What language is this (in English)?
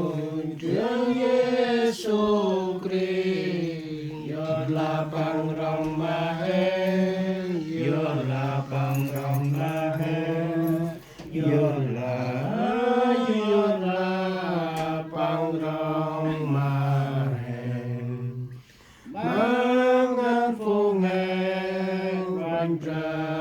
Central Mnong